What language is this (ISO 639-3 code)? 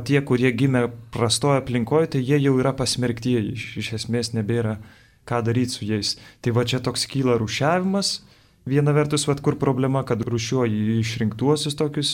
lit